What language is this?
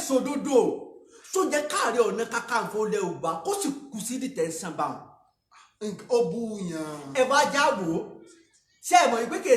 Yoruba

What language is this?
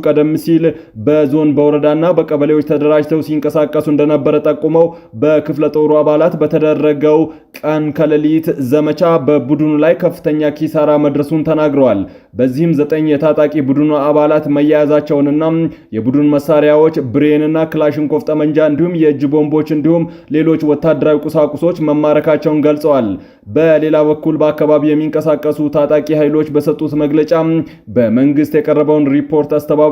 Amharic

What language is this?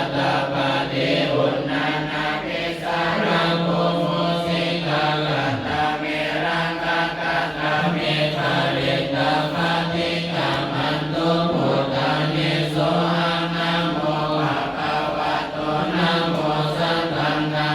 Pali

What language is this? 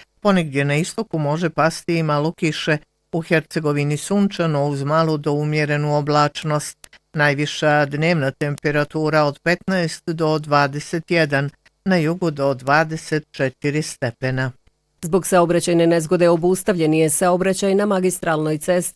Bosnian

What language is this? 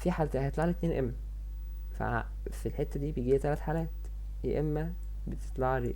Egyptian Arabic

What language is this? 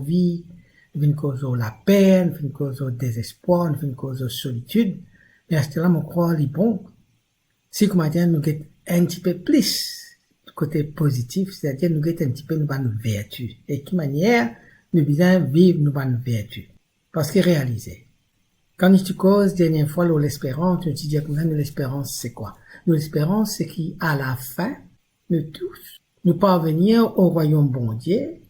Morisyen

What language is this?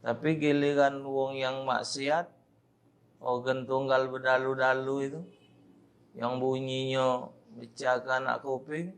Musi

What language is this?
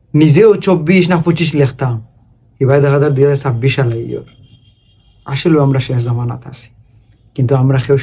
Sylheti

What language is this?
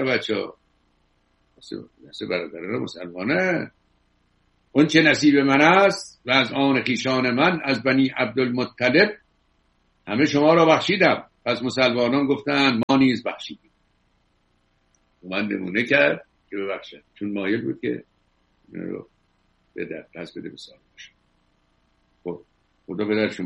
Persian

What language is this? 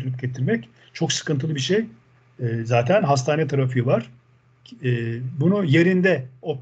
Turkish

